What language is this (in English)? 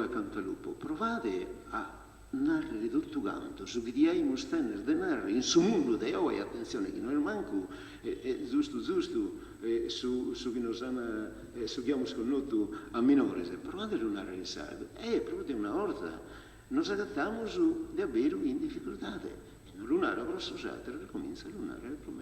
Sardinian